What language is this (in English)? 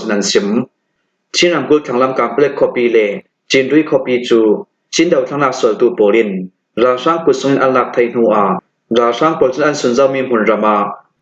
Falam Chin